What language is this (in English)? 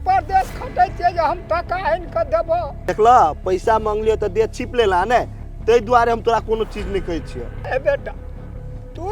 Maithili